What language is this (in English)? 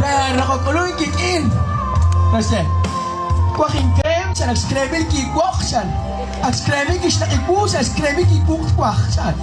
Kekchí